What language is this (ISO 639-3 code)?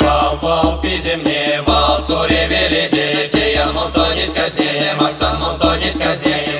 myv